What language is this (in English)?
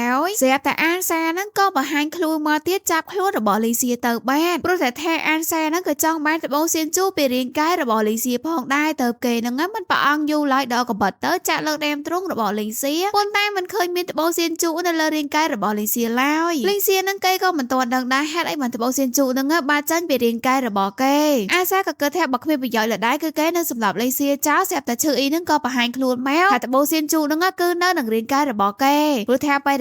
Khmer